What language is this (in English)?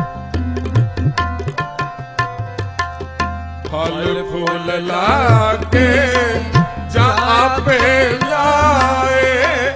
Punjabi